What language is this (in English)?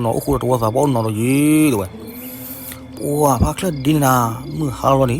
S'gaw Karen